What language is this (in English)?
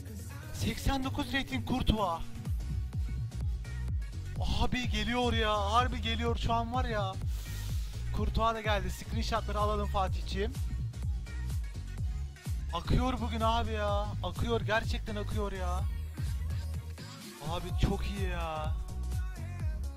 Turkish